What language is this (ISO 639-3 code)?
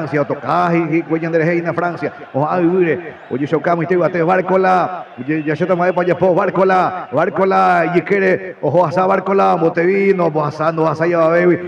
grn